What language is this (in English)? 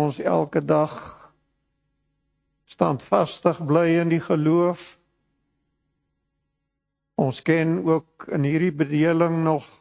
Afrikaans